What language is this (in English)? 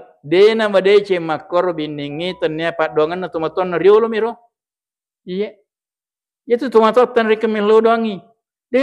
Buginese